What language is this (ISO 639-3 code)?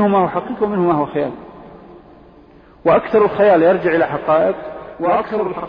ara